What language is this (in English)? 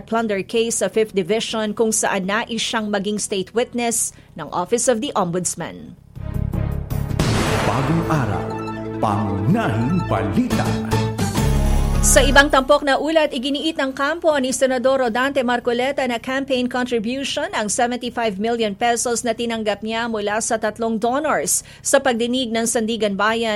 Filipino